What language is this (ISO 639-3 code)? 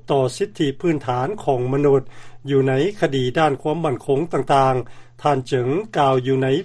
lao